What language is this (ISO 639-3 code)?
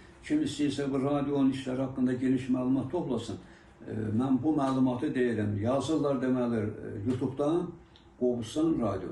aze